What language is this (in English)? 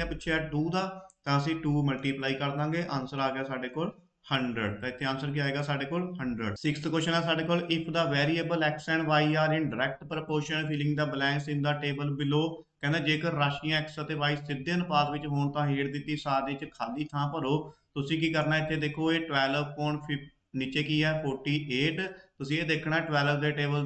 Punjabi